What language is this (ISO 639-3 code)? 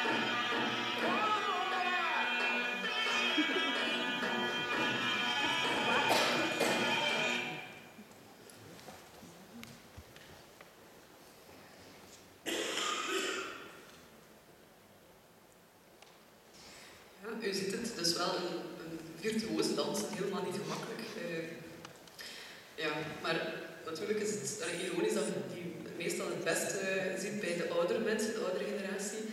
nld